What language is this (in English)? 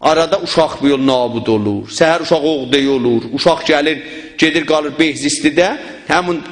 South Azerbaijani